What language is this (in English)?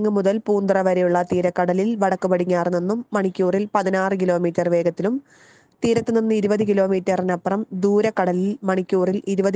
Malayalam